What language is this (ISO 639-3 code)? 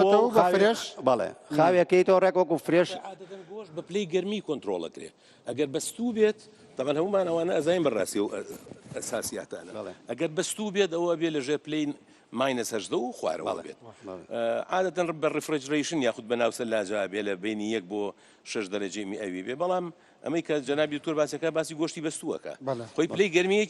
ckb